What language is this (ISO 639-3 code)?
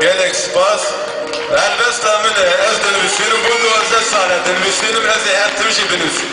kur